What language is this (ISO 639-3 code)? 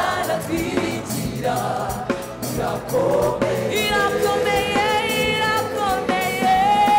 kin